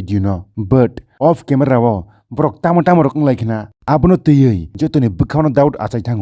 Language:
Kok Borok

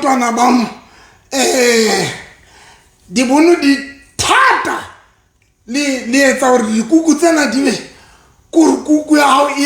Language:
Southern Sotho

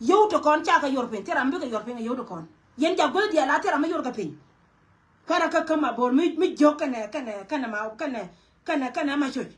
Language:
Nuer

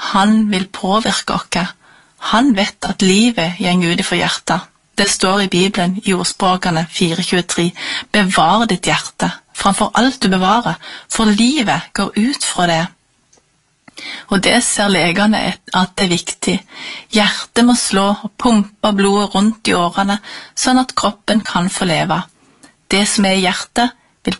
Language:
Norwegian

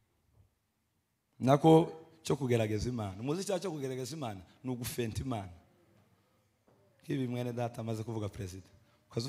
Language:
Kinyarwanda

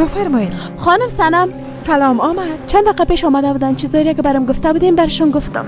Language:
Persian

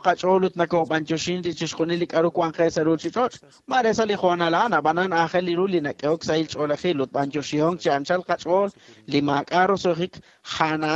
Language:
Kekchí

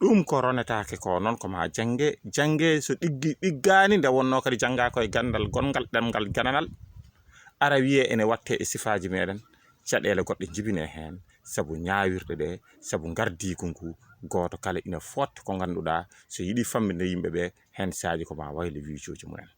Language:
Fula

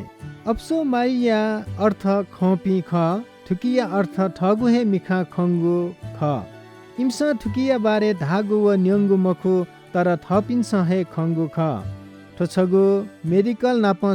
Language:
Newari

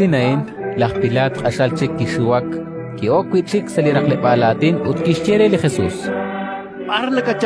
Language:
Kekchí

